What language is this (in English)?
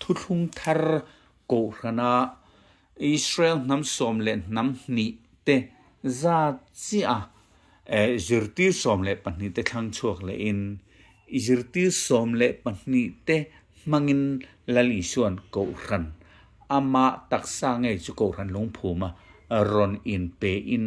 Mizo